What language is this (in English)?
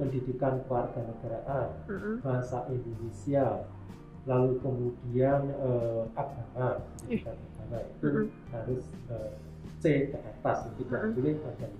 Indonesian